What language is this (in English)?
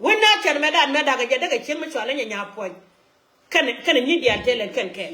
Nuer